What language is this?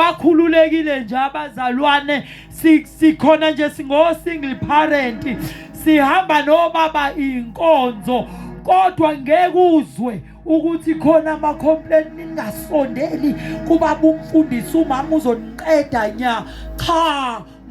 Zulu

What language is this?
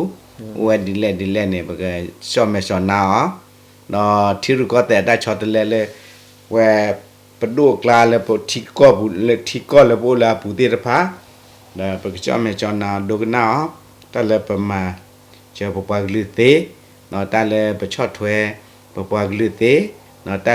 S'gaw Karen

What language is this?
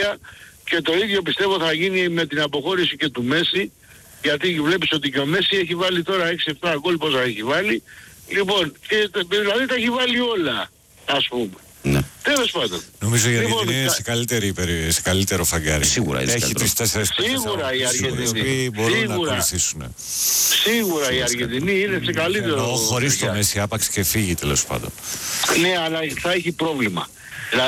Greek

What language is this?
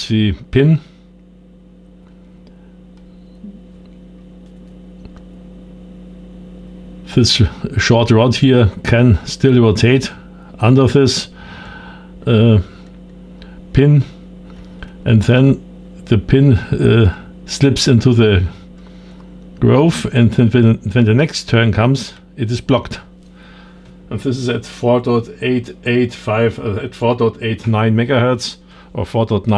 English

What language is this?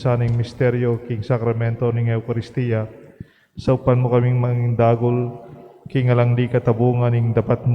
Pampanga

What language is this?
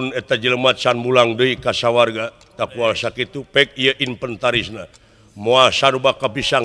Sundanese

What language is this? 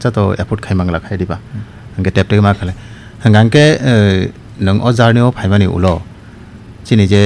Kok Borok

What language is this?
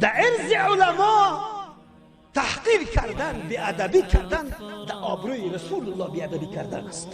Persian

